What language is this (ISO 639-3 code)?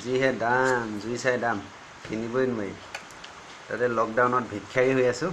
asm